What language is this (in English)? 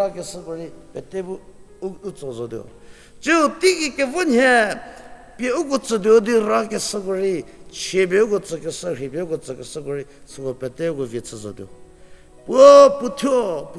Angami Naga